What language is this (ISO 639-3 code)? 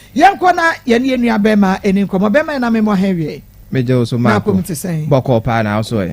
aka